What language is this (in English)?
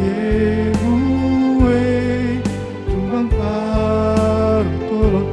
Batak Simalungun